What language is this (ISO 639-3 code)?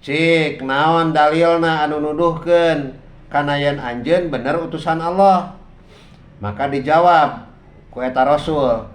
sun